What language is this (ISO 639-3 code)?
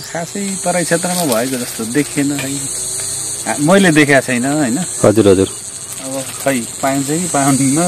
nep